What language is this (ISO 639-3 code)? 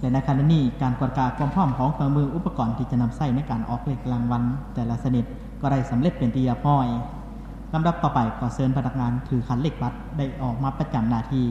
lao